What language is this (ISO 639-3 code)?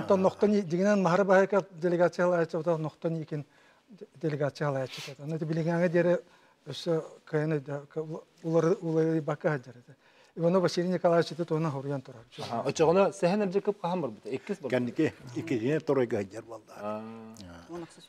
sah